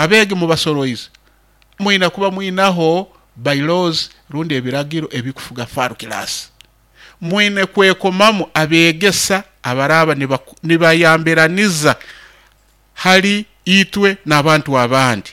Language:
Nyoro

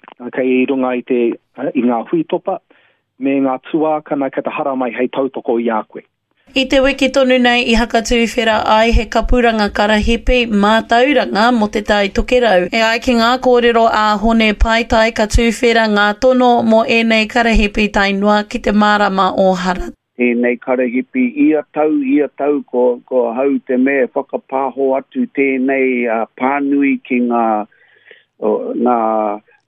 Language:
Māori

